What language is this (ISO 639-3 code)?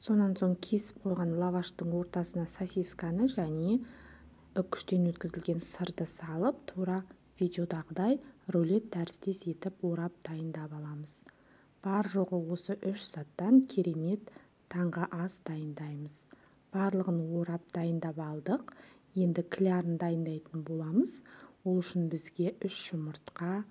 kaz